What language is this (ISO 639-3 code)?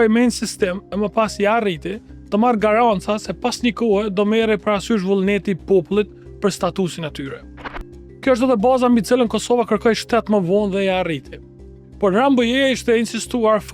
sqi